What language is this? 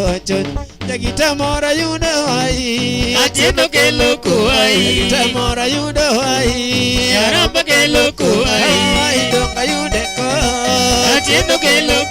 Luo (Kenya and Tanzania)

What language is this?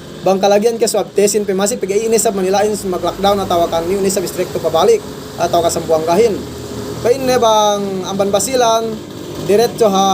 Yakan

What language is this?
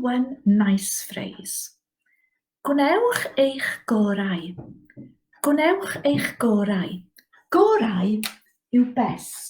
Welsh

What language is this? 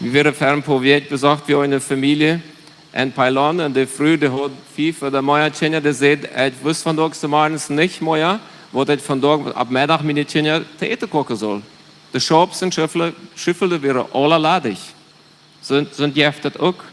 Plautdietsch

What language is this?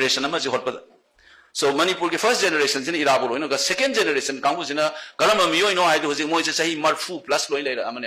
Manipuri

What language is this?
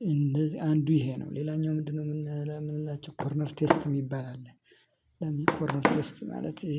Amharic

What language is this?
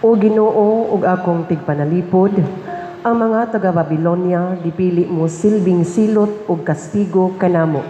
Cebuano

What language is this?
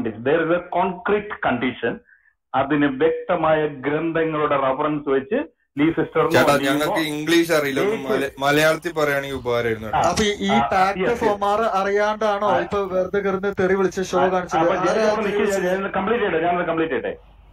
Malayalam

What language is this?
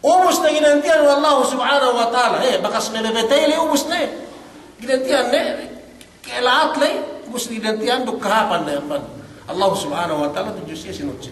Yakan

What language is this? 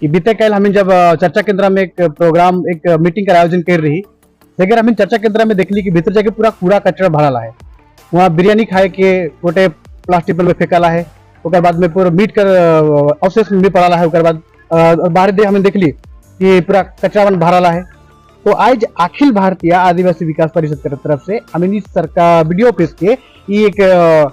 Sadri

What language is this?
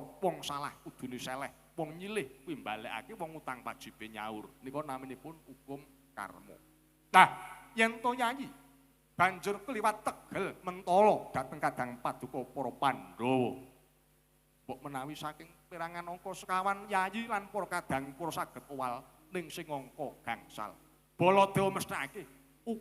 Javanese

